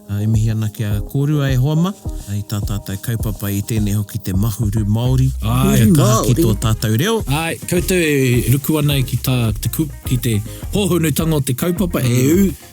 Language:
Māori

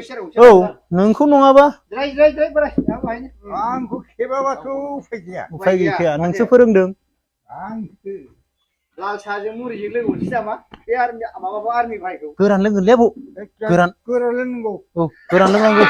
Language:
Bodo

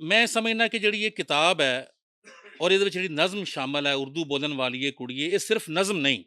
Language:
Western Panjabi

